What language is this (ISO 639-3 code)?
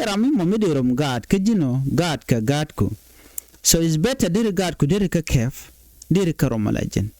nus